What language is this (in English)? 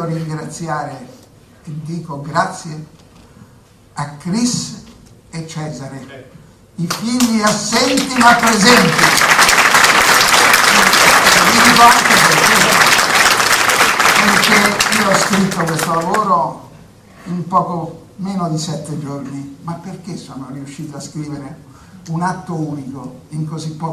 Italian